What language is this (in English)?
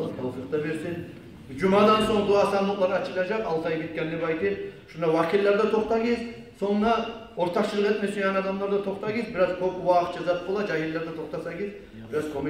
Kumyk